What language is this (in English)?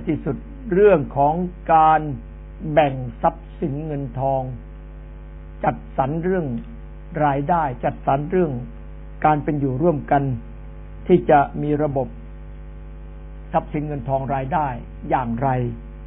Thai